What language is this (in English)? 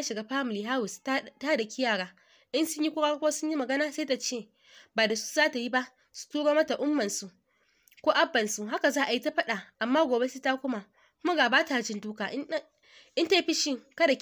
Hausa